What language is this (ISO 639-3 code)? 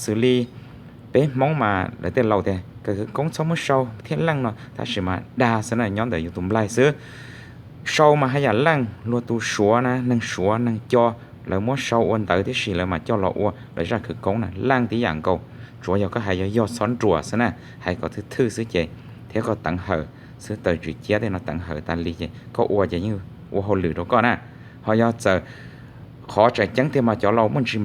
hmn